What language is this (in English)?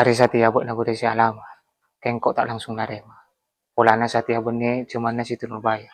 Madurese